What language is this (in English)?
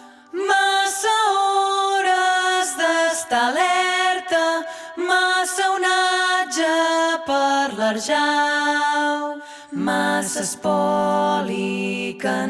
Catalan